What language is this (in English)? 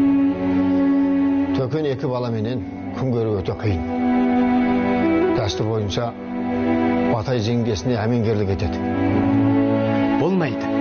Kazakh